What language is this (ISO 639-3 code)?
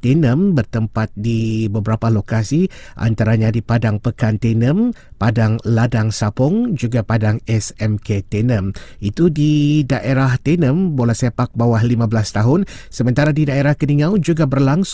msa